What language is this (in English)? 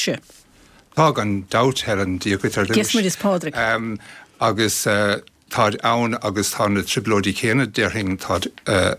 Irish